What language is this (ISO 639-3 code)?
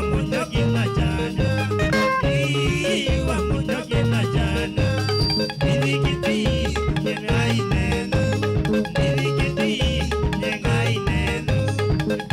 kam